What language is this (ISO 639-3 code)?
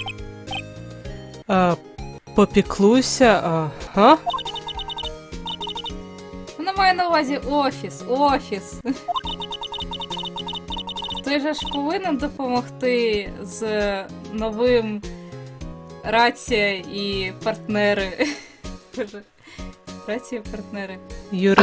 ukr